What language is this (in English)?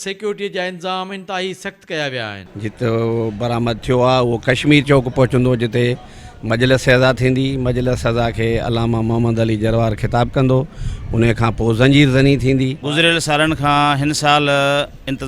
Sindhi